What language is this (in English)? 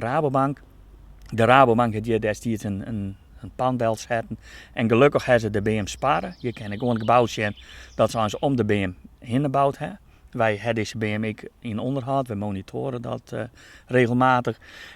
Western Frisian